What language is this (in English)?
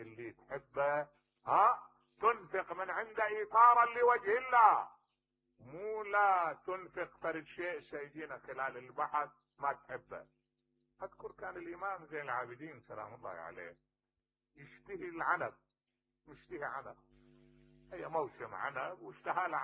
Mesopotamian Arabic